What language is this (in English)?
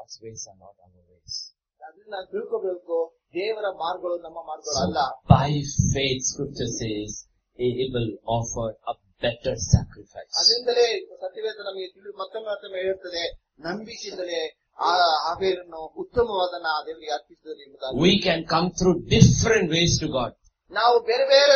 Kannada